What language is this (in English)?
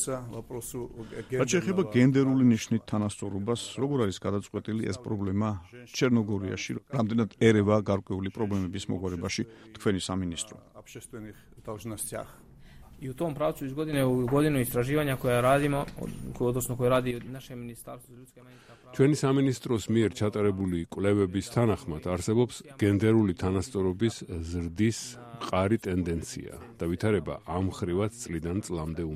Georgian